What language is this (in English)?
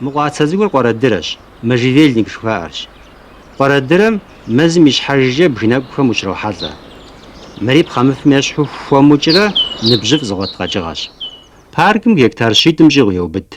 Kabardian